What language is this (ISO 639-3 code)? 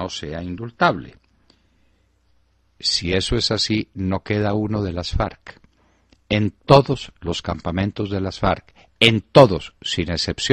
spa